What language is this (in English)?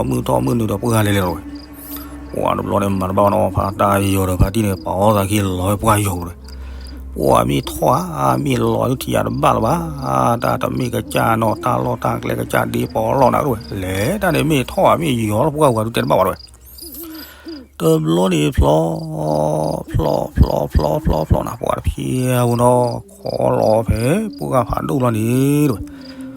S'gaw Karen